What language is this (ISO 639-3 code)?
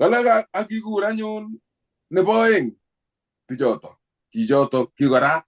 kln